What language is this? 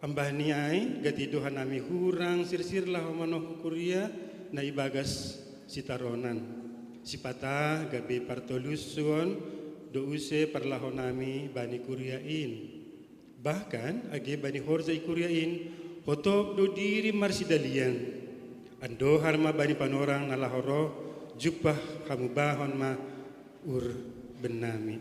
Batak Simalungun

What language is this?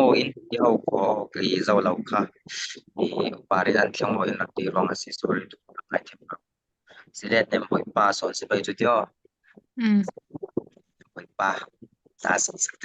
Falam Chin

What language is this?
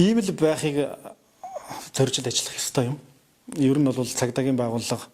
Mongolian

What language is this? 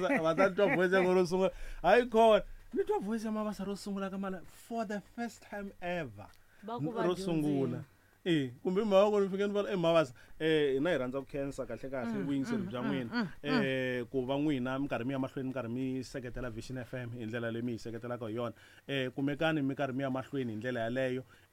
Tsonga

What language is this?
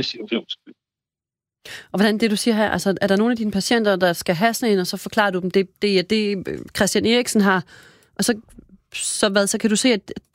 Danish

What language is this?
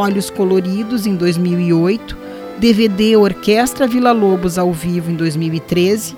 Portuguese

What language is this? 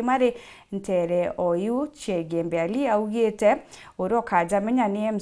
Meru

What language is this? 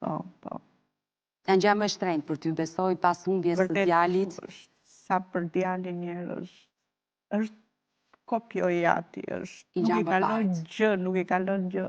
Albanian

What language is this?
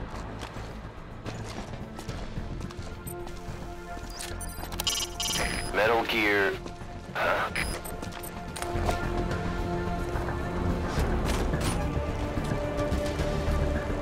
Czech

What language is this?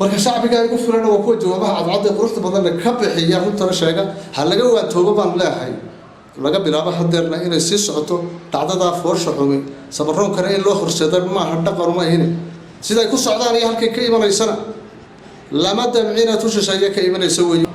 Somali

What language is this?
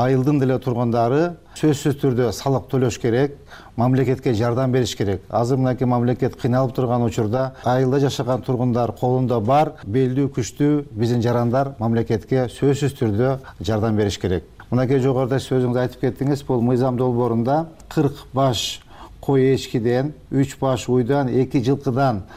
Kyrgyz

